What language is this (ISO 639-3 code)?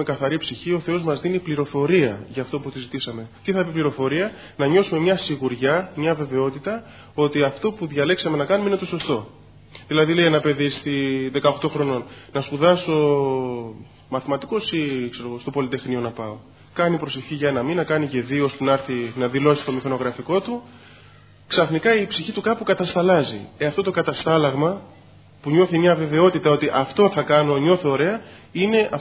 ell